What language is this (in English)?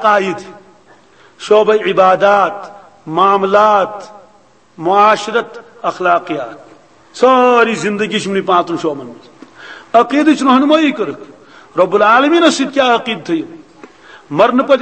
Kashmiri